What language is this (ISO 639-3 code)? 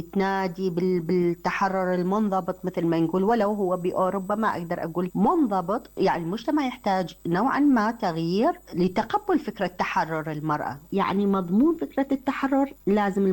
acm